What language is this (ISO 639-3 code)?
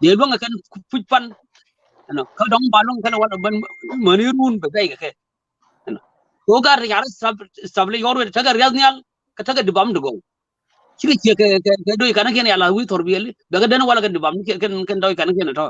nus